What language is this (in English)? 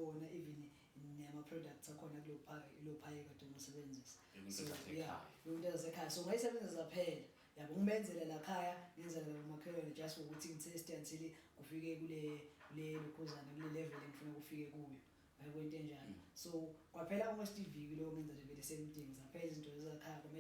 Zulu